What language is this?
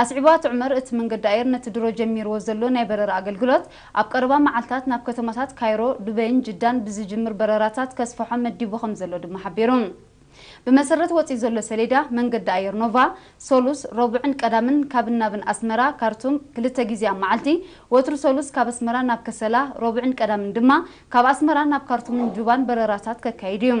Tigrinya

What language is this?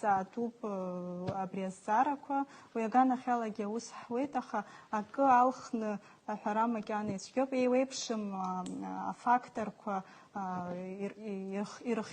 Abkhazian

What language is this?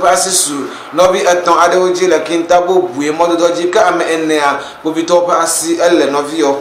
Ewe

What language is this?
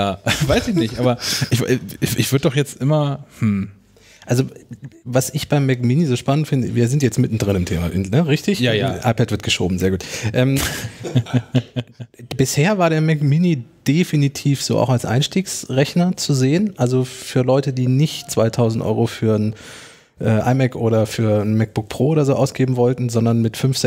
German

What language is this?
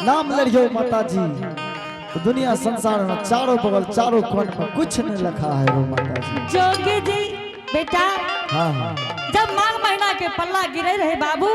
Angika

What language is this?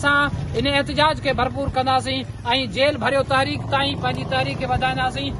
Sindhi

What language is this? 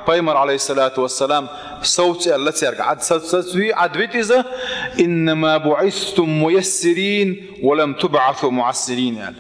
Chechen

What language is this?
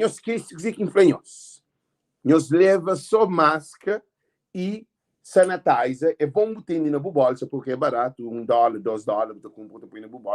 Kabuverdianu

